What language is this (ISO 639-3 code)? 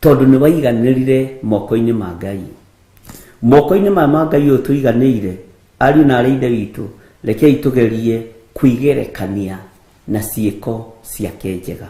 kik